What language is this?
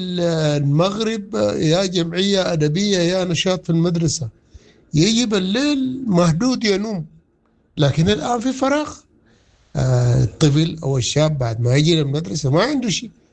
Sudanese Arabic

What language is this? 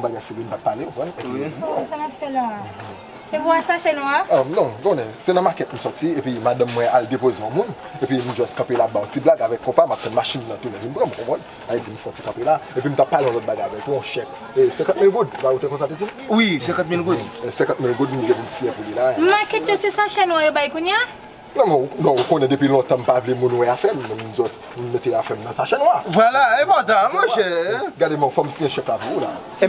Haitian Creole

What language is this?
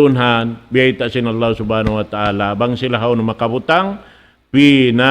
Tausug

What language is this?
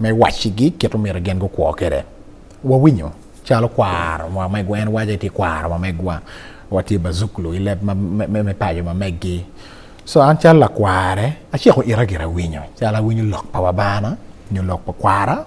Acoli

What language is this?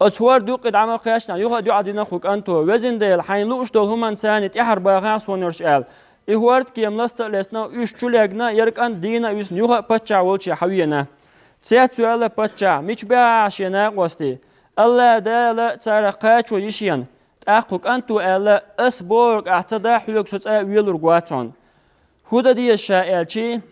Chechen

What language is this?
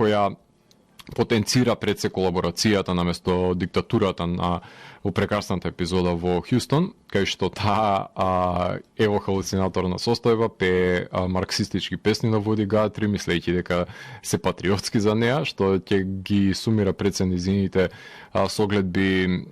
Macedonian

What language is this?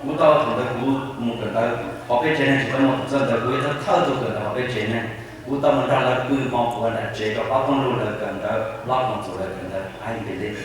Hmong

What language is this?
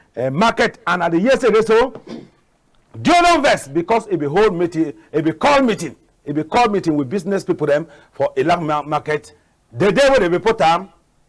Cameroon Pidgin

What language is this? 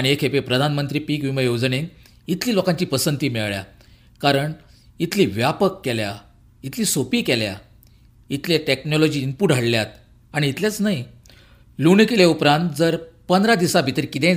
Konkani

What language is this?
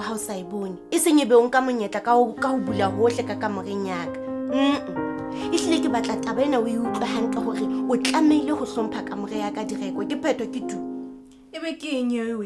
Southern Sotho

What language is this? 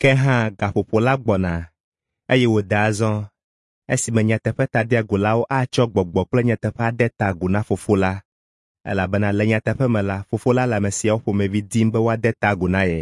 Ewe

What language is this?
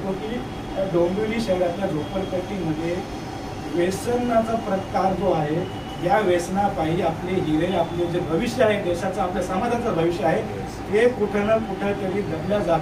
Marathi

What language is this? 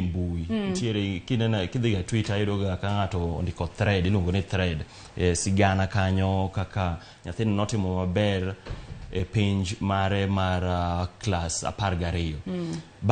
Luo (Kenya and Tanzania)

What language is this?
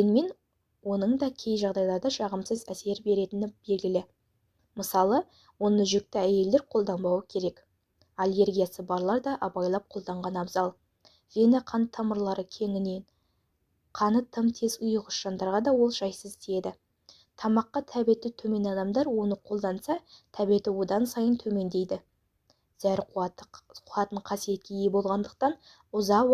Kazakh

